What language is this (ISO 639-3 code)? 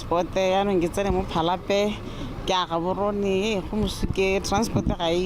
tsn